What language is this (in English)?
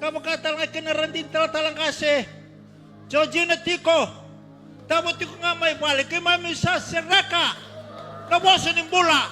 Fijian